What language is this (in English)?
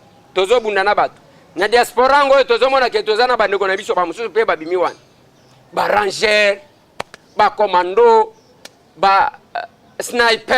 Lingala